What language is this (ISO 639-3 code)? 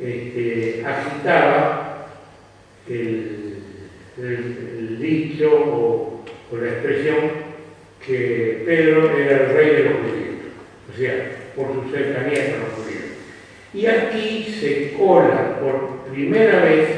lad